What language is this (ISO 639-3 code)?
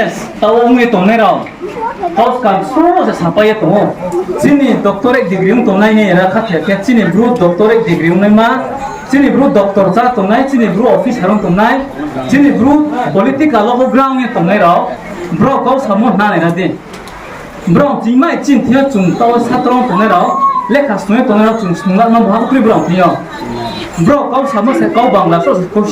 ria